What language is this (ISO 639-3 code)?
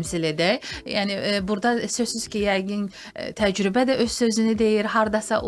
aze